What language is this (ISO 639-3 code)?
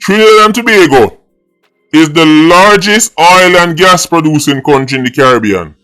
jam